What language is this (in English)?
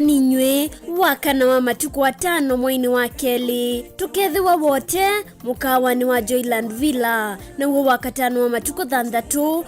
Kamba